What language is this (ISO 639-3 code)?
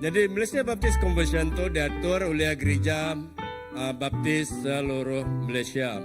iba